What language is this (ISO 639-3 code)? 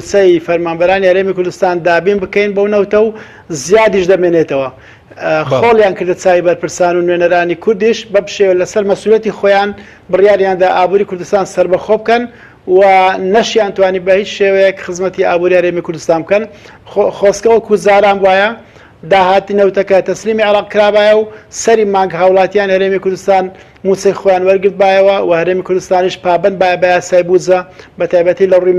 ckb